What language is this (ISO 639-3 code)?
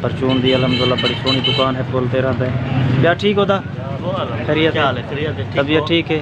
skr